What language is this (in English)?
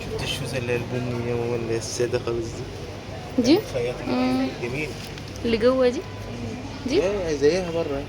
Egyptian Arabic